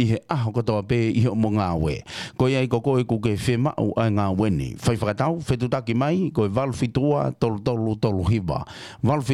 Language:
Tongan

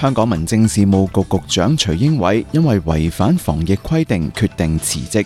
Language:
Cantonese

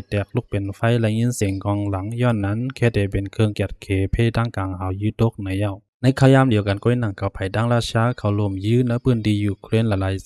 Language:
Shan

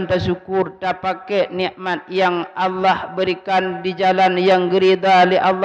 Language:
Achinese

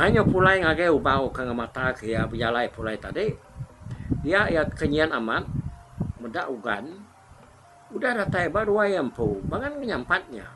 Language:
Iban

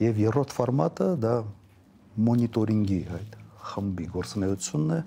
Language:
Armenian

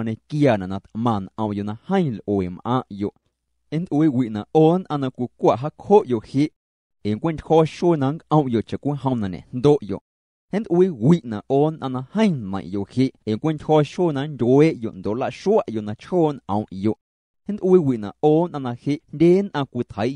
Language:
Guerrero Amuzgo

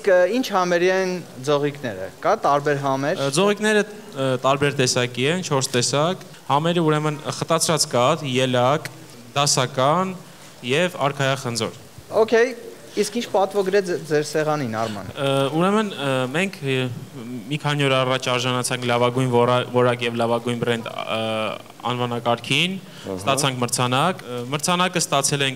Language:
Armenian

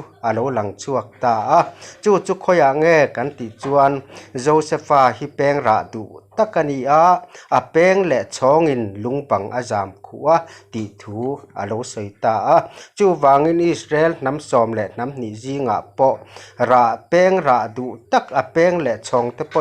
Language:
Mizo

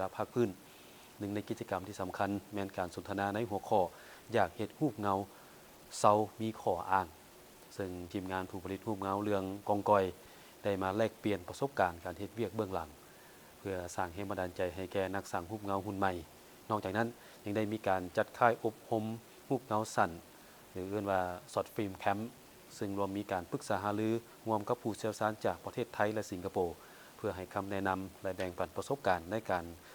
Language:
Lao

